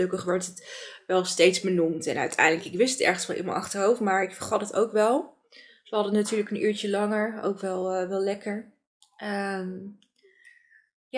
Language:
Dutch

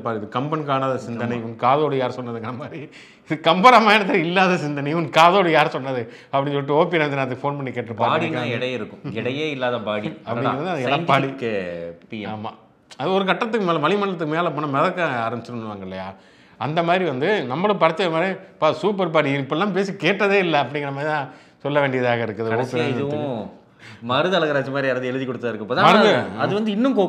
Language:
Tamil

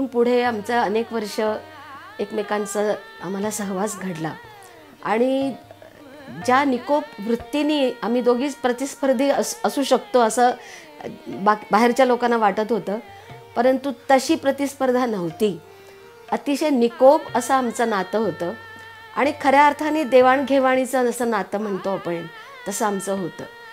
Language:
Marathi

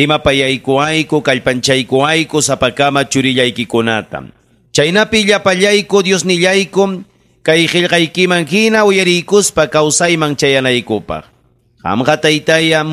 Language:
Ayacucho Quechua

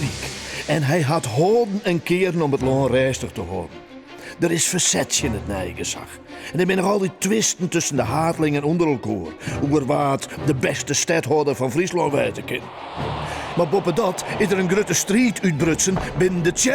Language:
Western Frisian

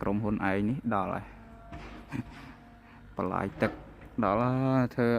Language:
Khmer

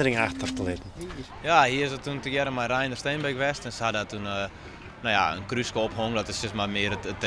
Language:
Western Frisian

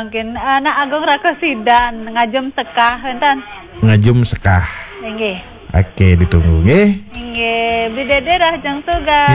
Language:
Balinese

